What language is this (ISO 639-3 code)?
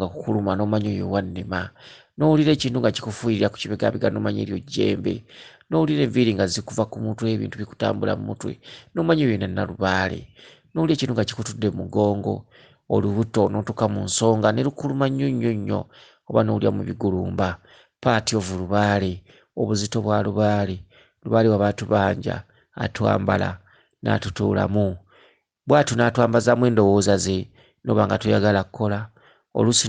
lug